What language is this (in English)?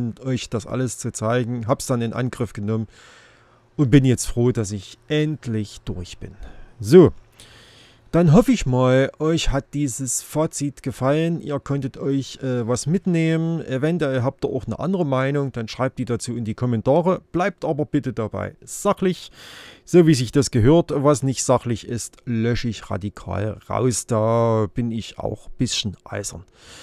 German